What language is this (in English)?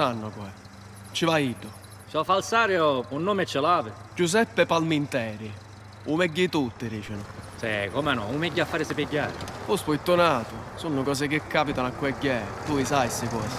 Sicilian